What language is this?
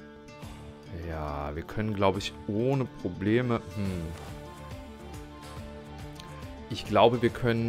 German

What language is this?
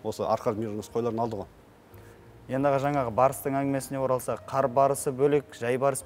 Kazakh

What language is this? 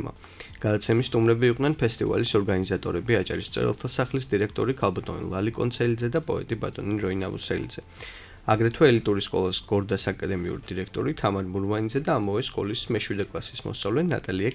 Georgian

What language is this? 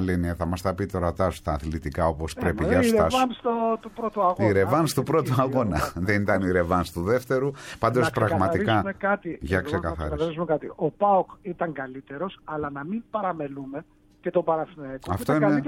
Greek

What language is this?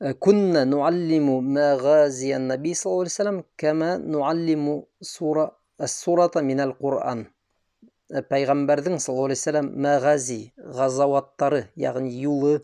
Bashkir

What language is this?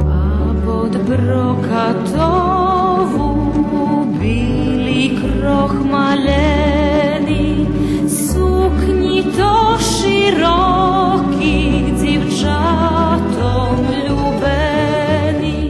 Rusyn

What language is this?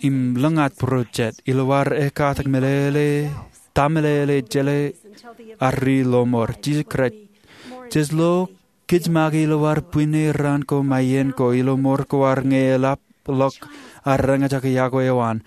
Marshallese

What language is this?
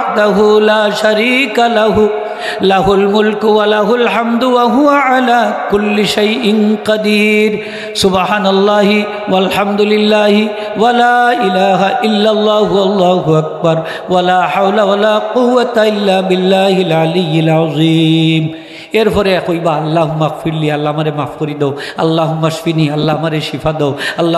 Sylheti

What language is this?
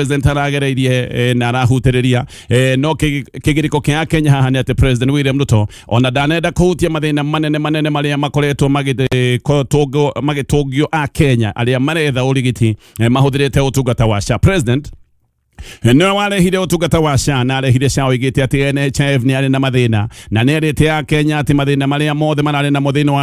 Kikuyu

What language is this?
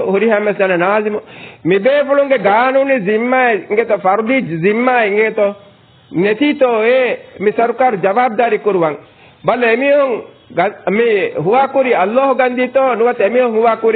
Divehi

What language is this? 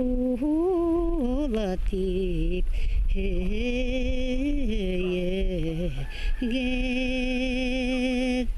Bashkir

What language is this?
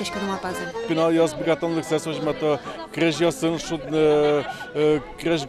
Udmurt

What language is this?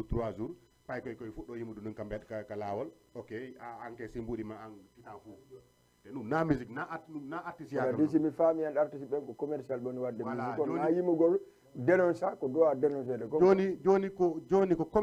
Fula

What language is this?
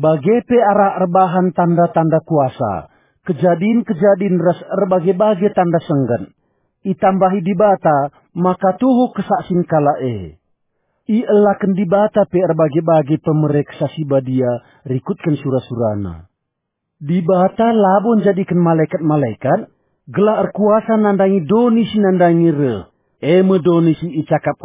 Batak Karo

